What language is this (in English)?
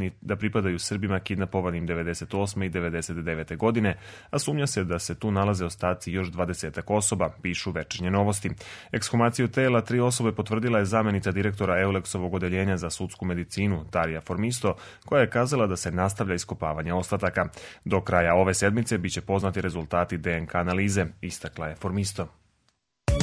Serbian